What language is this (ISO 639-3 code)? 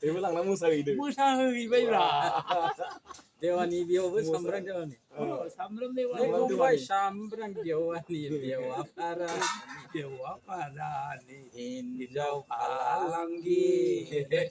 brx